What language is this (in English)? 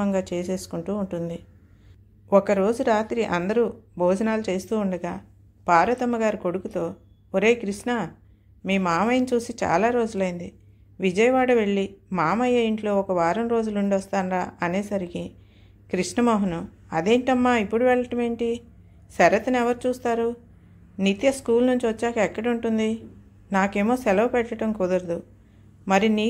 Telugu